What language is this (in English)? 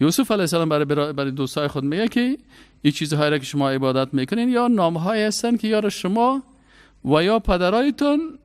Persian